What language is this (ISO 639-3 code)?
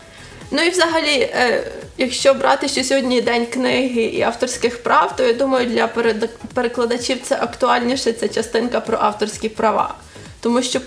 ukr